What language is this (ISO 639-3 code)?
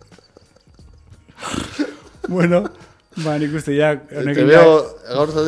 eus